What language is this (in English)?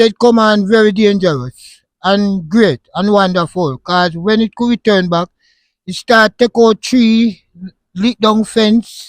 Jamaican Creole English